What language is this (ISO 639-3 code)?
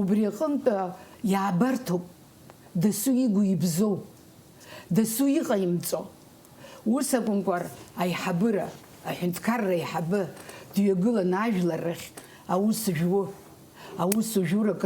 abk